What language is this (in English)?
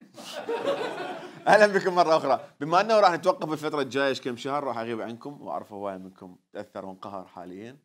Mesopotamian Arabic